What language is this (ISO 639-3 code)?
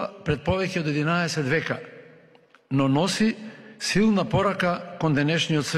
mkd